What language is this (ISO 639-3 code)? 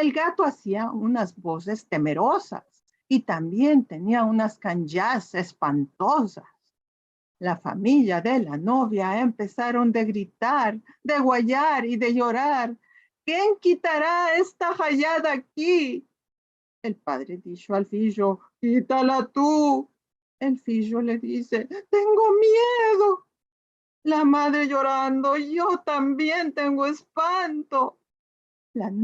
lad